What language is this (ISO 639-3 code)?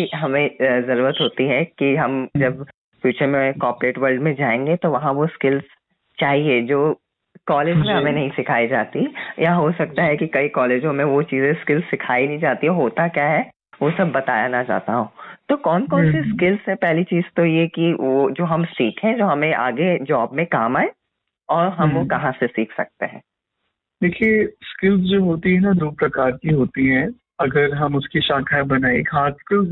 hin